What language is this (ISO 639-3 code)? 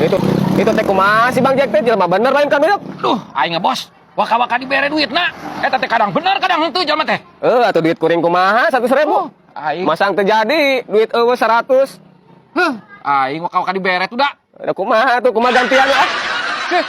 sun